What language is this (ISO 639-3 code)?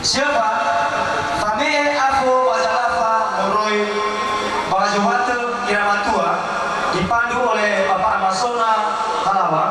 nia